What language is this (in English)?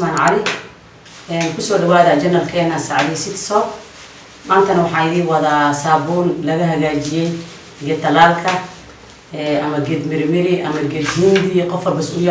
Somali